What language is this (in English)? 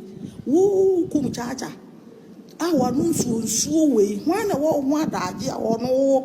Akan